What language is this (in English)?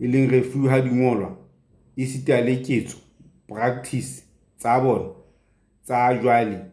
Southern Sotho